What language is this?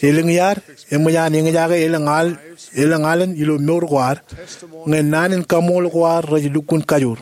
Marshallese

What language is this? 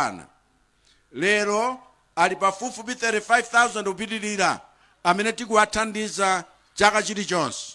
Nyanja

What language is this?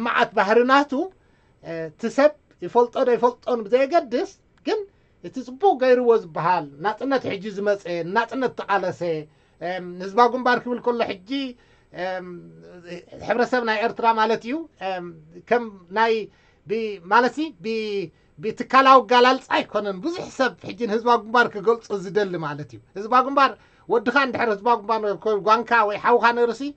Tigrinya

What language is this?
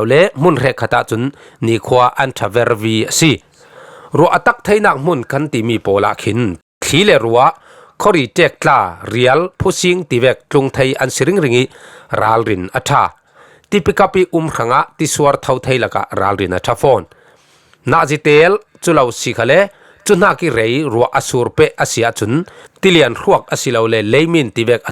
Falam Chin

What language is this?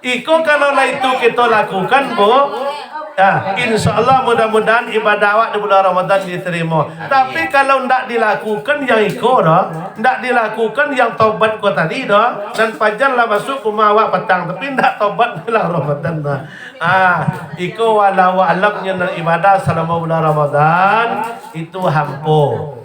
Minangkabau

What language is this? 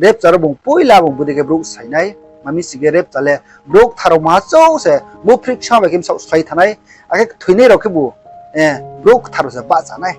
Riang (India)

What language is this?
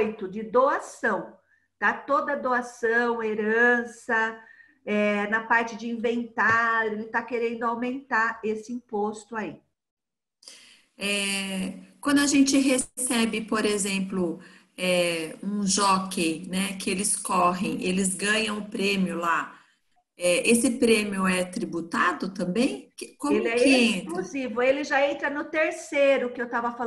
Portuguese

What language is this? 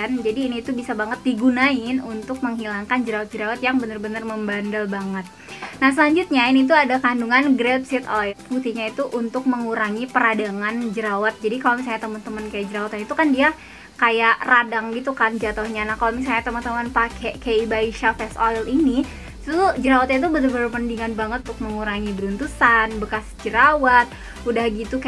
Indonesian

